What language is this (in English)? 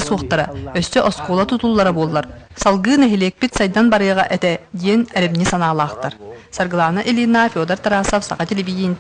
Yakut